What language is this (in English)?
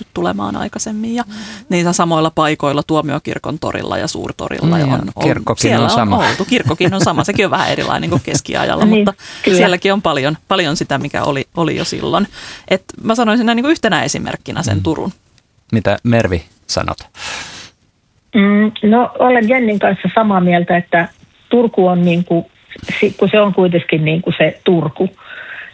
Finnish